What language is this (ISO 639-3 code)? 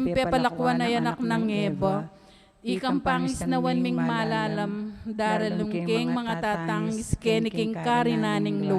pam